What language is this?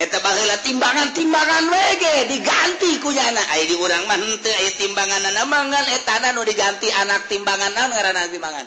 Sundanese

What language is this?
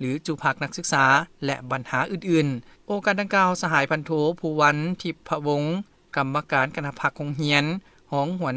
Lao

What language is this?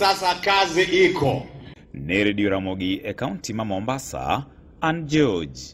Luo (Kenya and Tanzania)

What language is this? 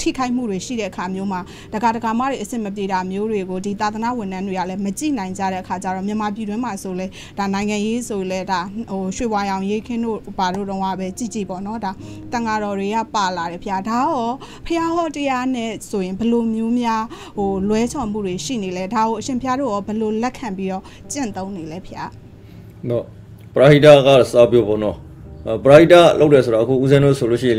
Burmese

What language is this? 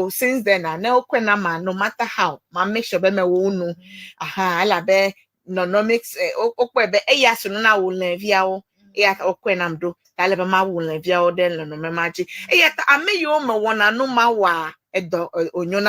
Ewe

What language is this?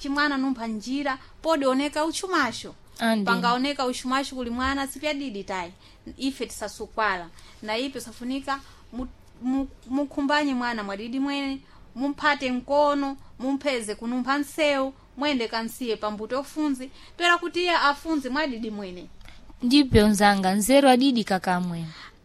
Sena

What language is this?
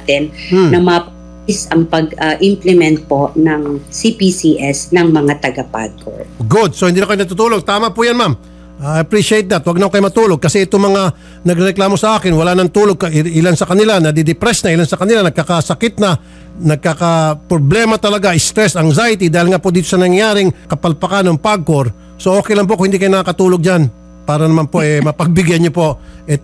Filipino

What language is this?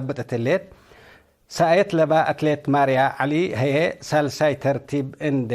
Tigre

